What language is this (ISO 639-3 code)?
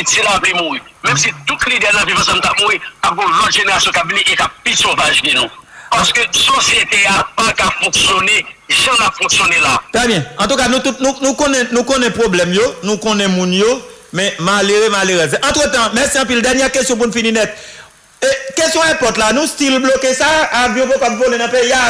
hat